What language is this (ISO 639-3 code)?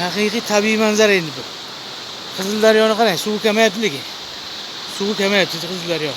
uzb